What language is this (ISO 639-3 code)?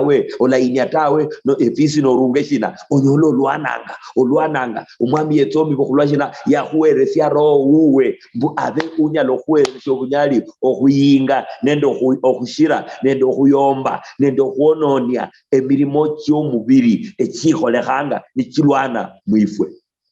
luy